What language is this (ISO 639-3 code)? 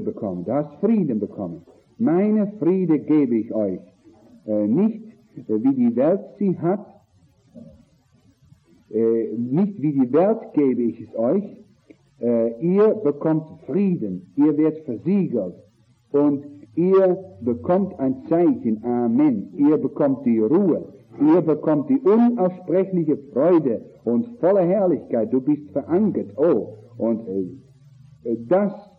deu